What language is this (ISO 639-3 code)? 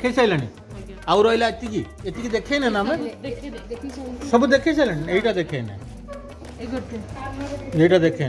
ori